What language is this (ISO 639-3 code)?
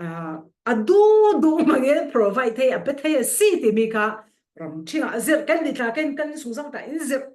cfm